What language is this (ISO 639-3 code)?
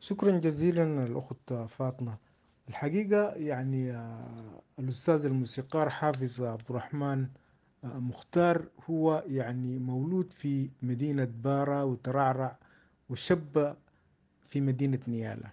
apd